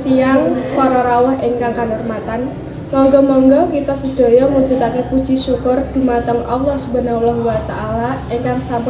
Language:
Javanese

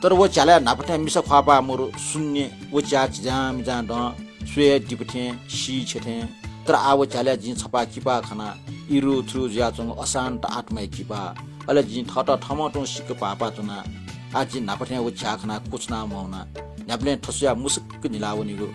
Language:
Newari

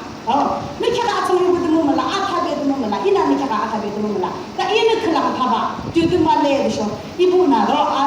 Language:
Yimchungru Naga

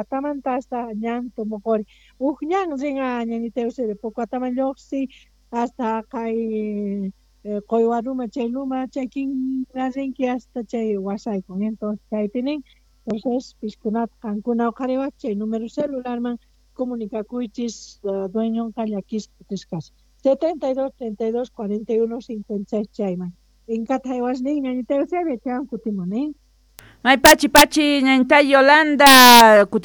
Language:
Quechua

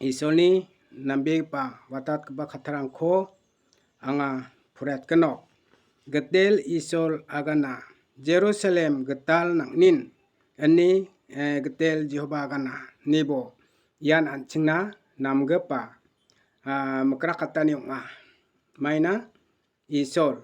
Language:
Garo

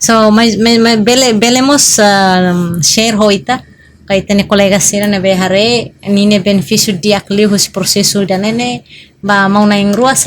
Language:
Tetum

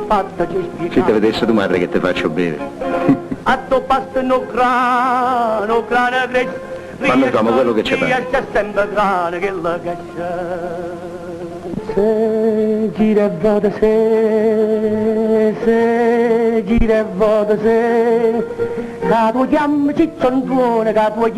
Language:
Neapolitan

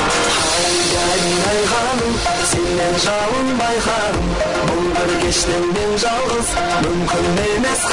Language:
Kara-Kalpak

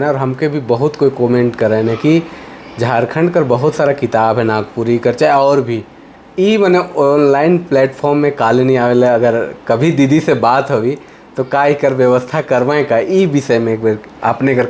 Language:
Sadri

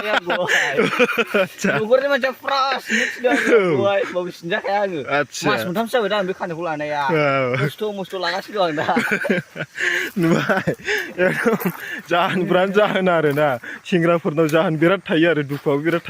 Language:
Bodo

